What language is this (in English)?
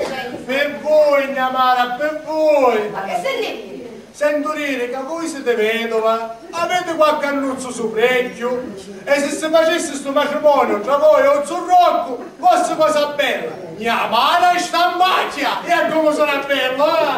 Sicilian